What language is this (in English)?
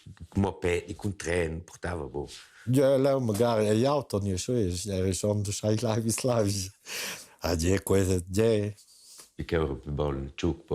Romansh